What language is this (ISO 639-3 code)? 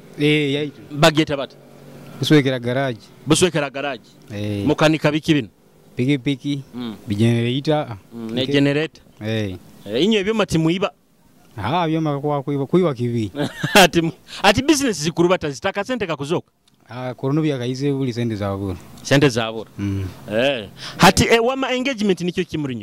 nyo